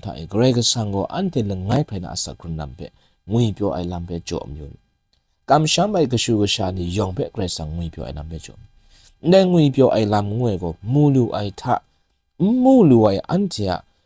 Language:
Kachin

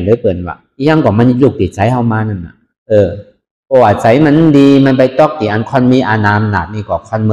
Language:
Shan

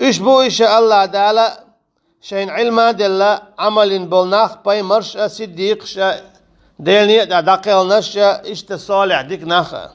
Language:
Chechen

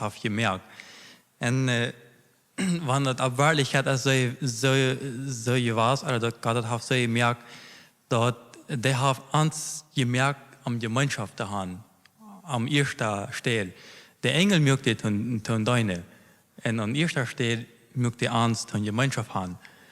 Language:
Plautdietsch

